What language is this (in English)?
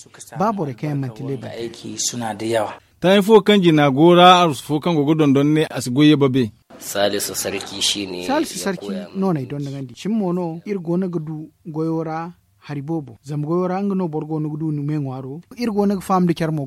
Zarma